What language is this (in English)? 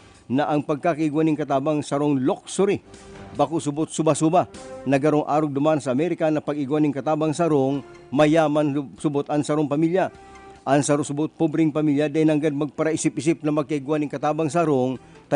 Bikol